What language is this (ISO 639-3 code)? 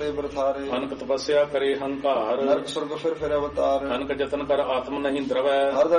pan